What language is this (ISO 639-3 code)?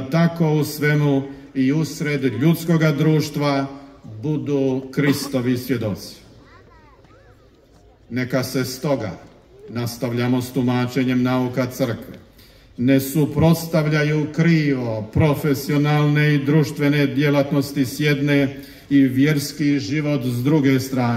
hrv